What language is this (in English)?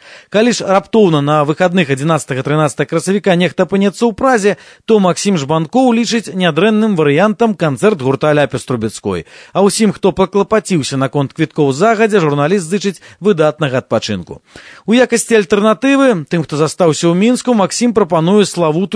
Belarusian